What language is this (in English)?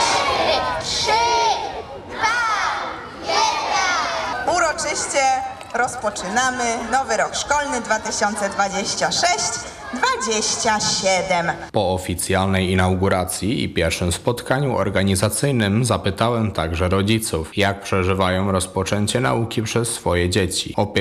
Polish